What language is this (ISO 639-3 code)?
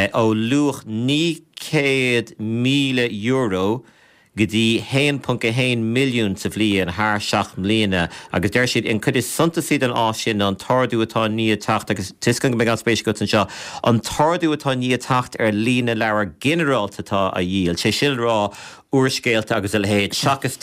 gle